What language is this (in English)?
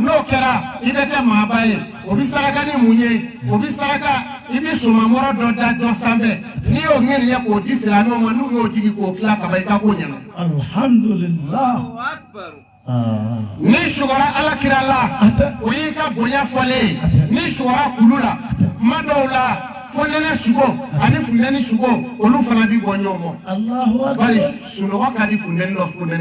Bambara